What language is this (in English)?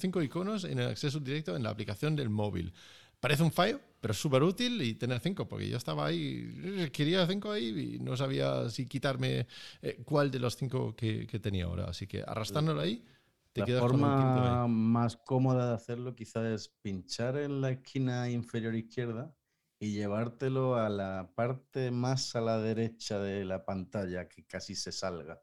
Spanish